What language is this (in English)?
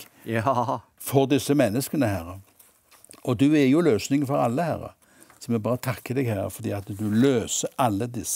Norwegian